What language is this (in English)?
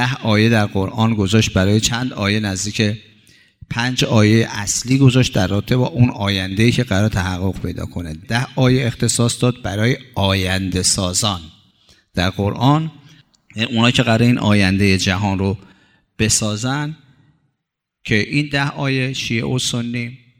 Persian